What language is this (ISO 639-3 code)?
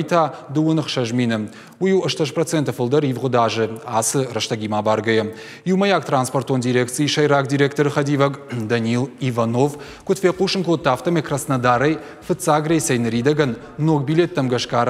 oss